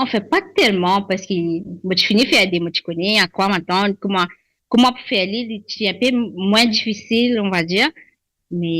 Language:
Morisyen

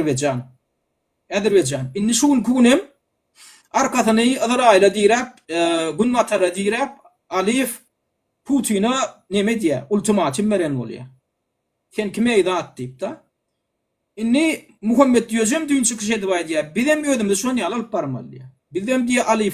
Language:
Turkmen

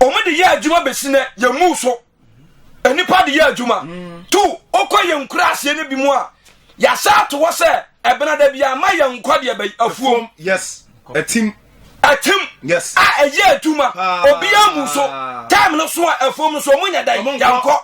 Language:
Akan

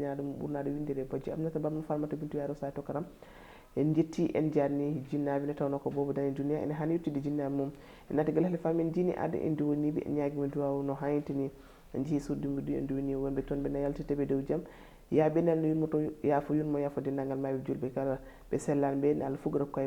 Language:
Fula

